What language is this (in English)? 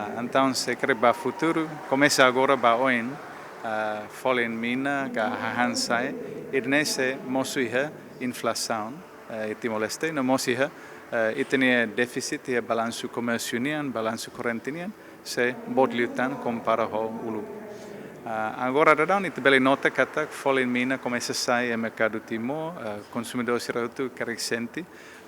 Tetum